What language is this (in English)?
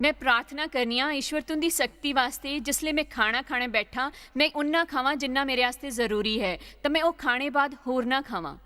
Dogri